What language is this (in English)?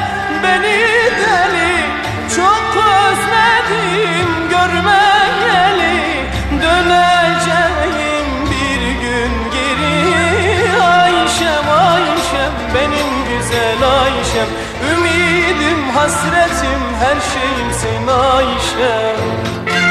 Turkish